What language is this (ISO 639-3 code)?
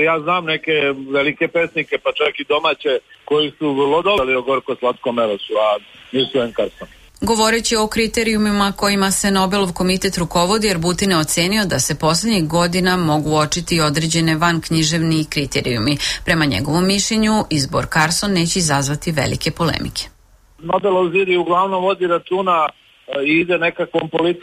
srp